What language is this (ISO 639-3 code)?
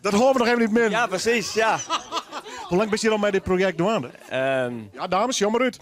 fry